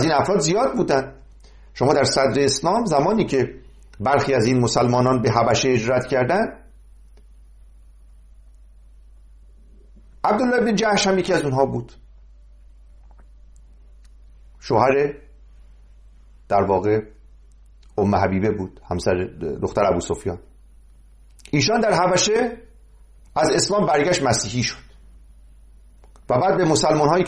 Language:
Persian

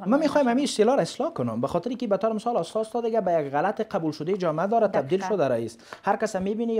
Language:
Persian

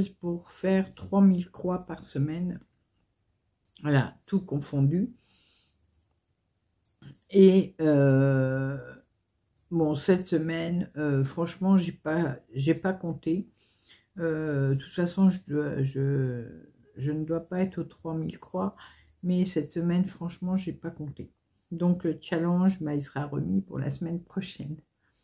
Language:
French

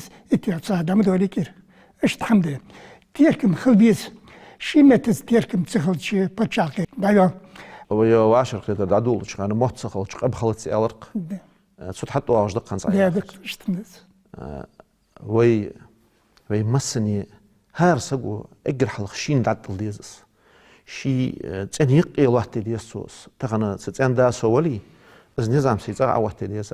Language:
Ingush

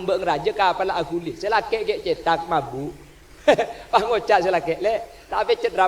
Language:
Madurese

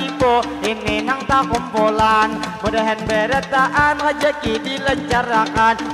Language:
Banjar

